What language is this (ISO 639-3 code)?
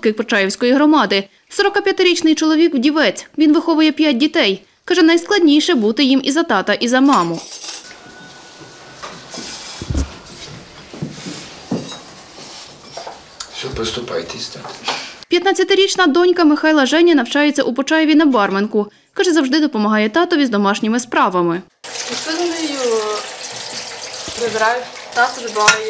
ukr